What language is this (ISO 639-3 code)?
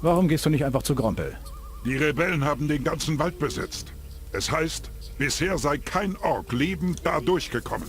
bar